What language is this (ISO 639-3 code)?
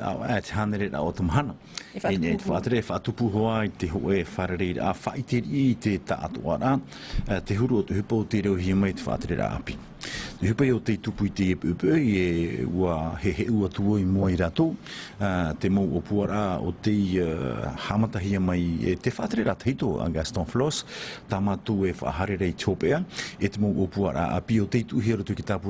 tah